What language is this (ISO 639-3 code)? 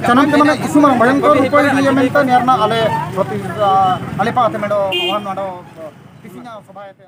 sat